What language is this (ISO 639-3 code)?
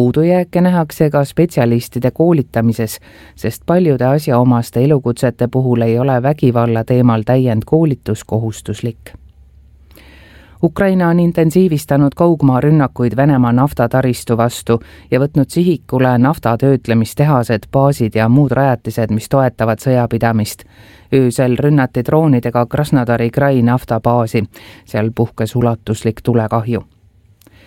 est